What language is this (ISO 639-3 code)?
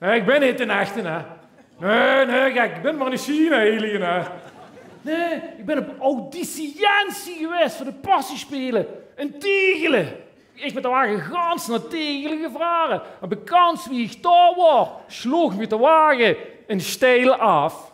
lim